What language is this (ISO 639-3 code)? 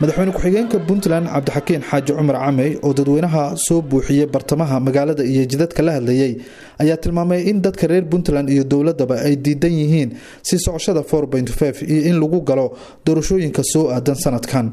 som